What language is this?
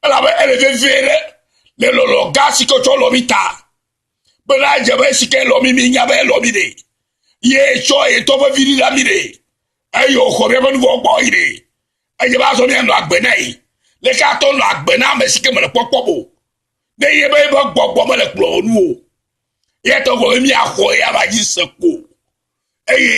Ewe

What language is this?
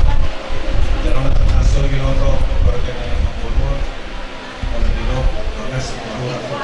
Batak Toba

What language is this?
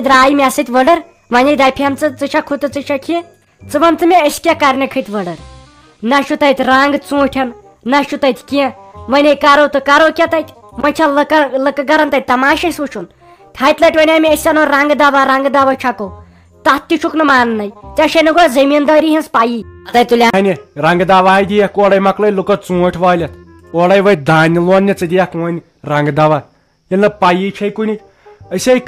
Kashmiri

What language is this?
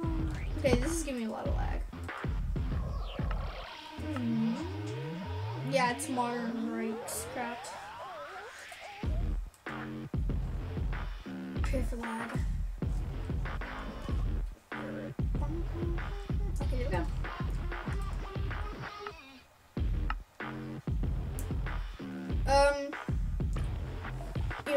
English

